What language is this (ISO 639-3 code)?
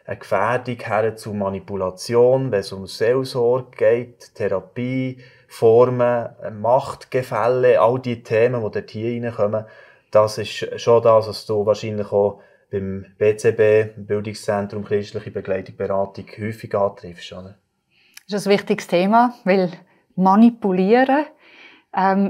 gsw